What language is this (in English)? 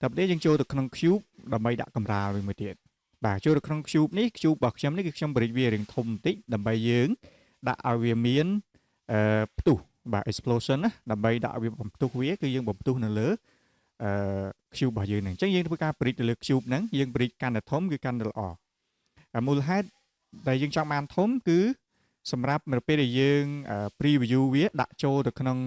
Khmer